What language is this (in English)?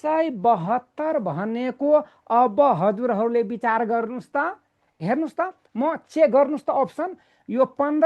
Nepali